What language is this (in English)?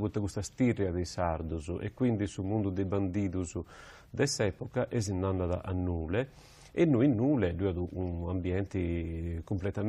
Sardinian